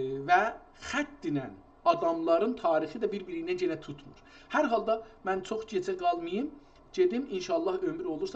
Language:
South Azerbaijani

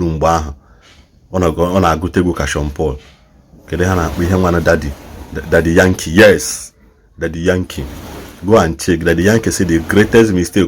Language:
Igbo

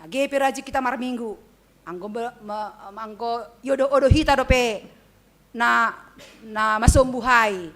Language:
Batak Simalungun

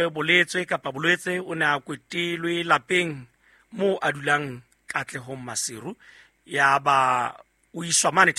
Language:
Southern Sotho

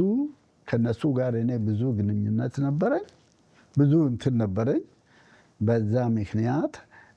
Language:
Amharic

